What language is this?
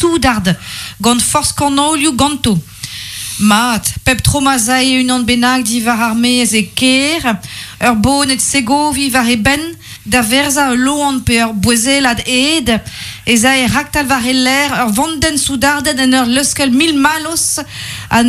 Breton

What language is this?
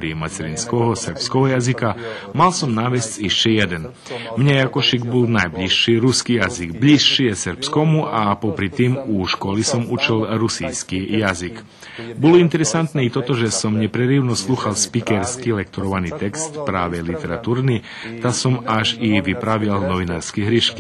Rusyn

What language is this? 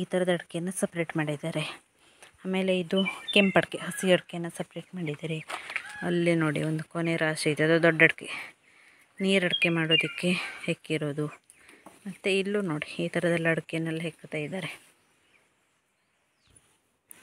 Kannada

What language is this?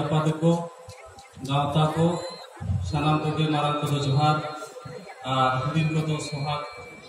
Santali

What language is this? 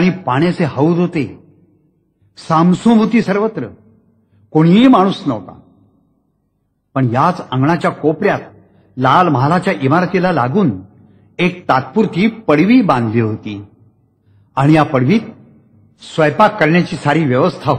Marathi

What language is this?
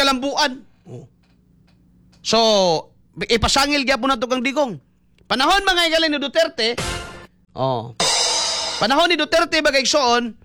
Cebuano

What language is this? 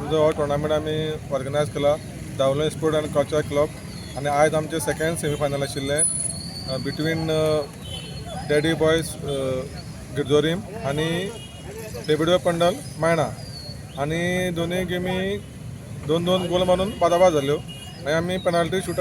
Konkani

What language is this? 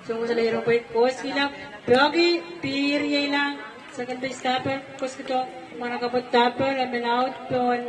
Pohnpeian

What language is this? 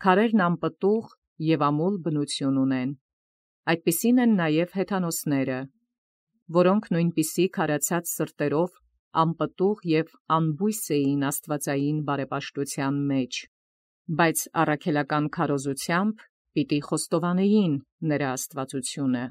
Armenian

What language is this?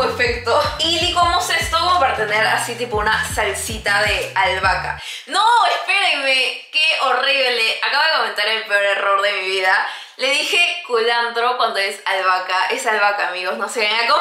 Spanish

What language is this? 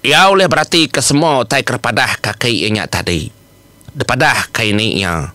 Iban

